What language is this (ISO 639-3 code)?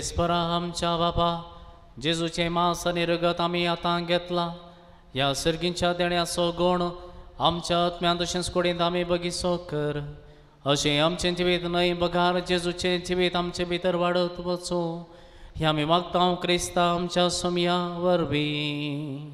kok